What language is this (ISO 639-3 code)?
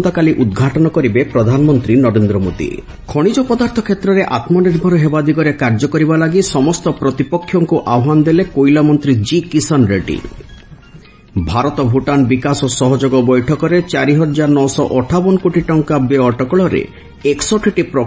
ori